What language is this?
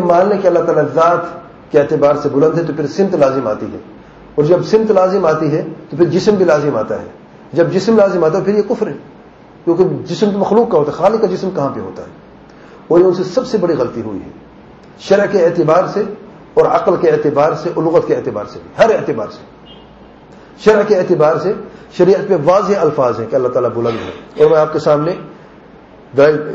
Urdu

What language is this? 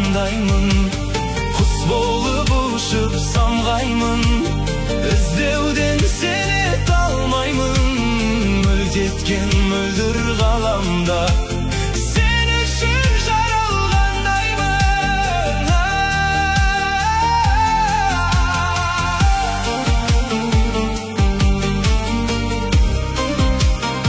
Kazakh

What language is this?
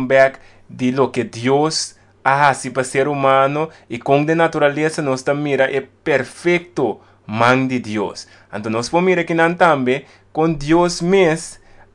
Papiamento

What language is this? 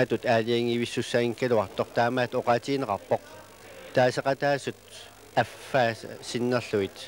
Kalaallisut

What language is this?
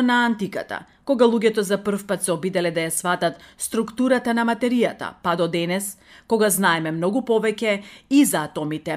Macedonian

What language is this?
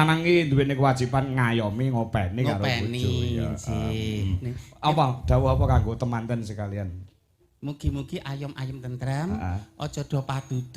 Javanese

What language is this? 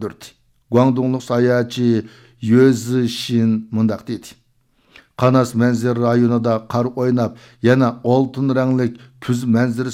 Uyghur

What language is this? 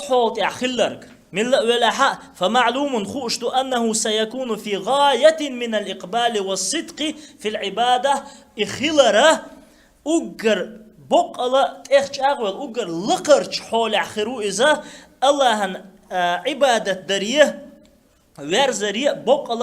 Chechen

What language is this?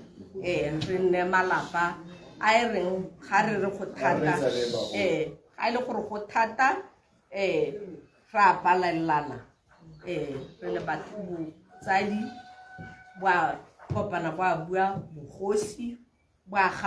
Tswana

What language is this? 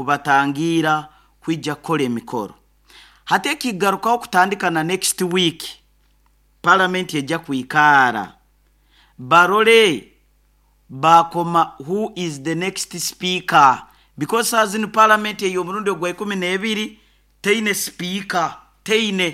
Nyoro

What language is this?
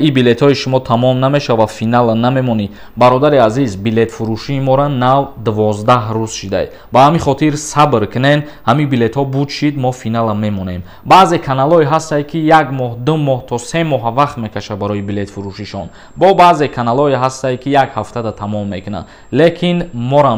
Tajik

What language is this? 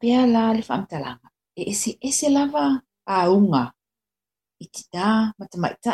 Samoan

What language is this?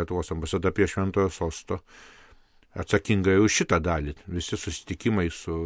Lithuanian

